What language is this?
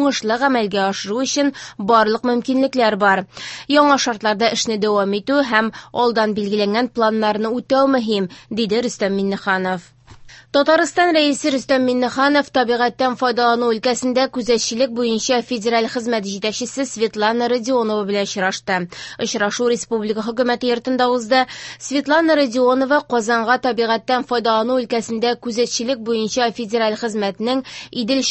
Tatar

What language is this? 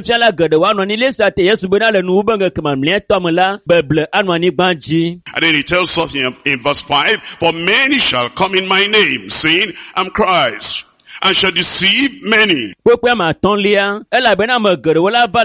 Ewe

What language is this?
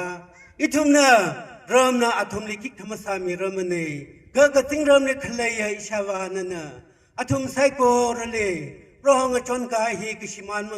Tangkhul Naga (India)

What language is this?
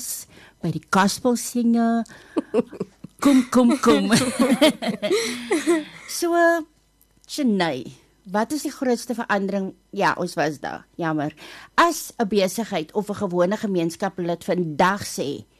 Afrikaans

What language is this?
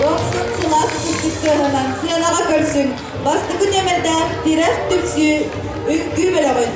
Yakut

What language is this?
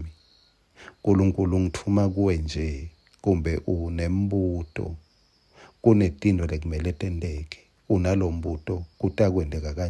Swati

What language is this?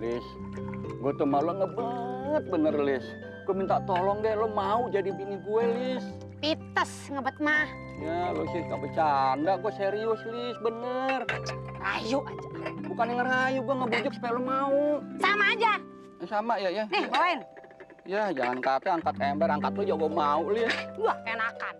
Betawi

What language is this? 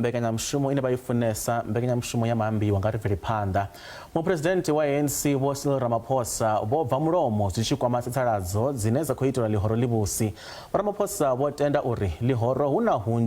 Venda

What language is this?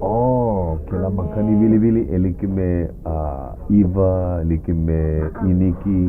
Hawaiian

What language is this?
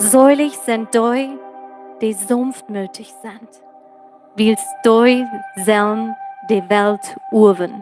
Plautdietsch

